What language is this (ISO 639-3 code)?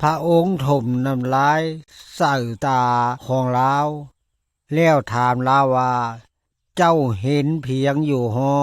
lao